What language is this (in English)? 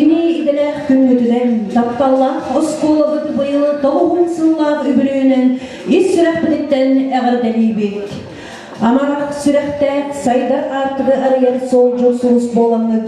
Yakut